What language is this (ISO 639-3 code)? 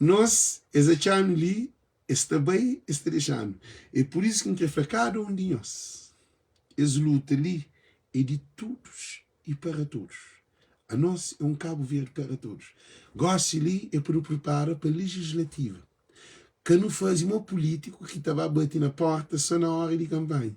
kea